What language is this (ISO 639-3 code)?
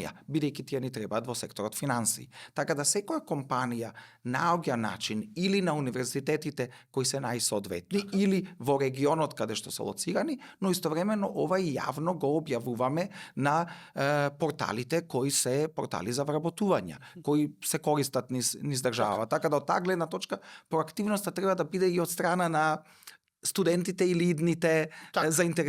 mkd